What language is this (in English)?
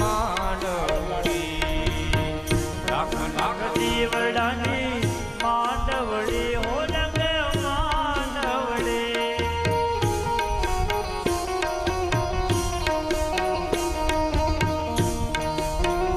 Gujarati